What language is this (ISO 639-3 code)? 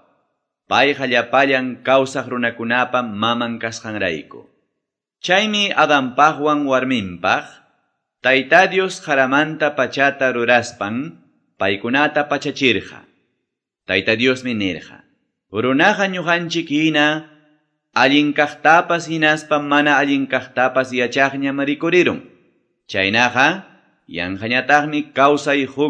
que